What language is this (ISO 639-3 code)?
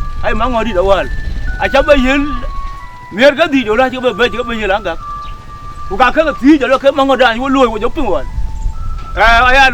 din